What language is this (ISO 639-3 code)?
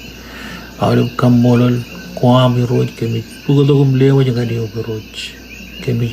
mah